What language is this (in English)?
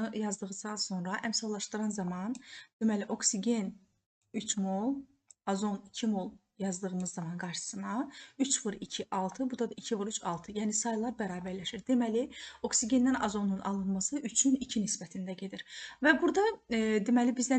Azerbaijani